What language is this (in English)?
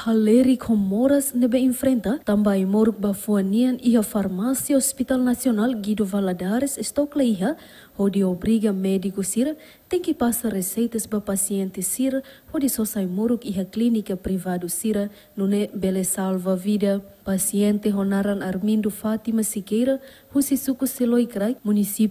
Tetum